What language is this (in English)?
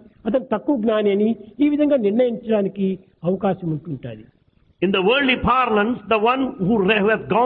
Telugu